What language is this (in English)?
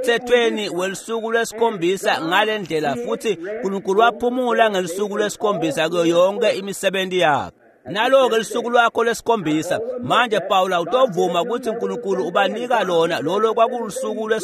Swati